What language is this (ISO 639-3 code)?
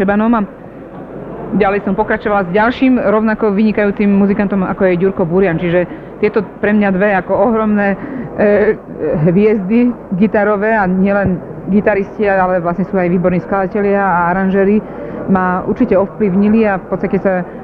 slk